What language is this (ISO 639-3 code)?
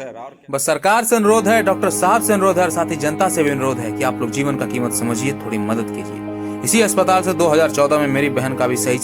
mag